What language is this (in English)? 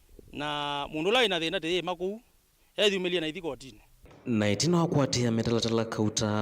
Kamba